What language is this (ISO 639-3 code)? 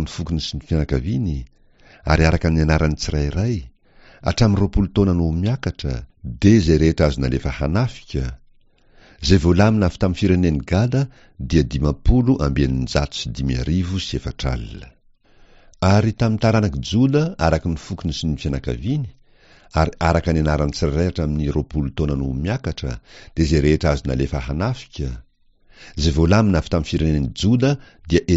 mlg